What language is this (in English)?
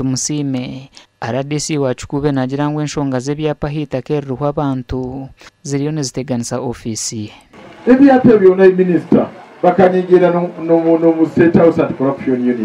Nyankole